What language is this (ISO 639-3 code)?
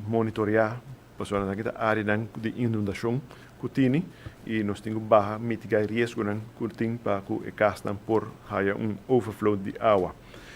pap